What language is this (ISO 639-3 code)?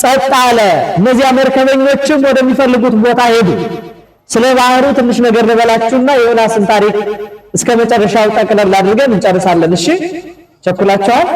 amh